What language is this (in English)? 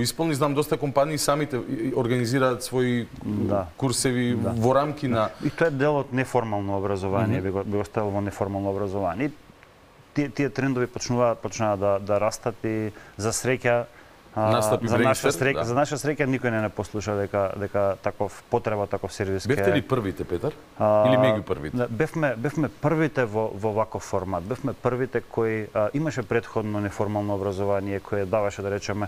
Macedonian